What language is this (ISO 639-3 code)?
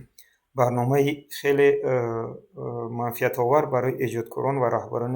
tgk